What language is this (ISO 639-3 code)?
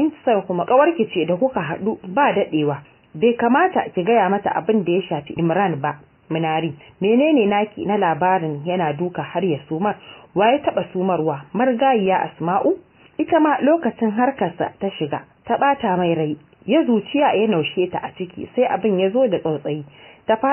hau